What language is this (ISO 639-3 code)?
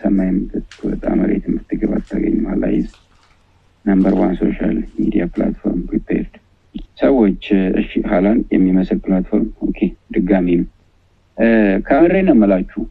amh